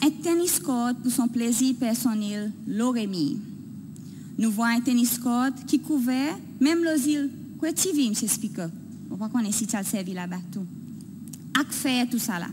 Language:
Seselwa Creole French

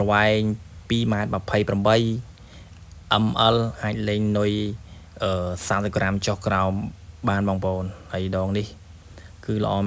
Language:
Khmer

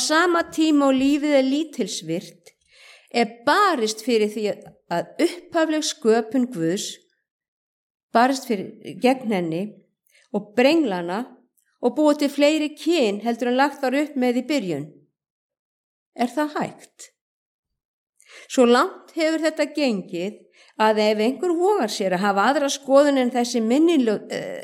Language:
Icelandic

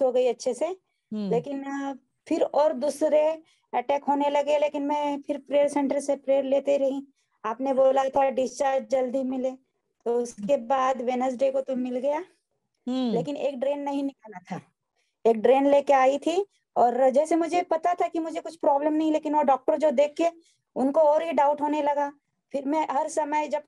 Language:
Hindi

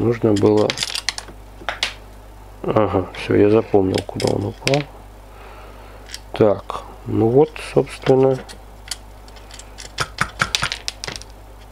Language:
Russian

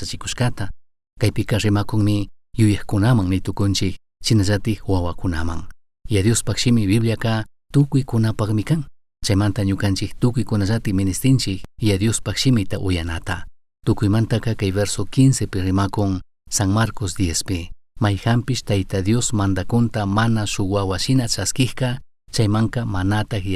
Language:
Chimborazo Highland Quichua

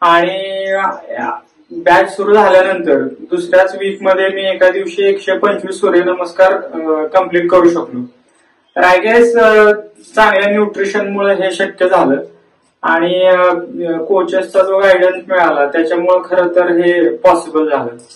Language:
Marathi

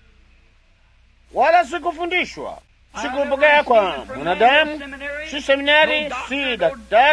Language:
Swahili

